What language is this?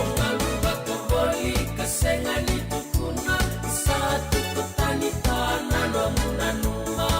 Fijian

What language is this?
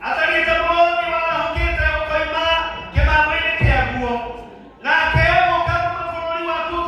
Kikuyu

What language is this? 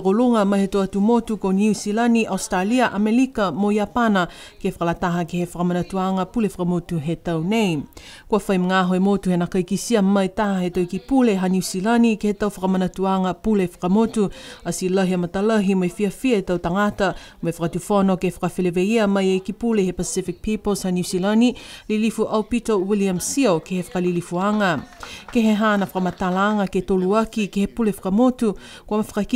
Niuean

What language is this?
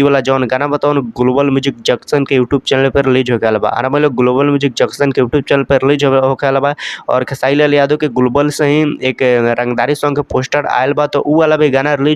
Bhojpuri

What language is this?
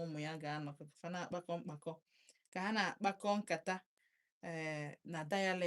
Igbo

